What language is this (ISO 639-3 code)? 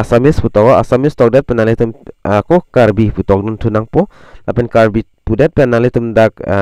mjw